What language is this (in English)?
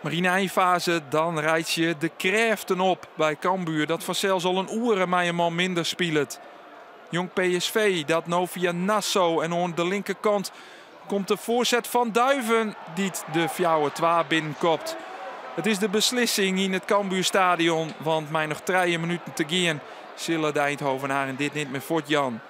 Western Frisian